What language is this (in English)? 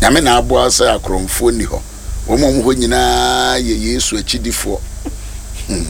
Akan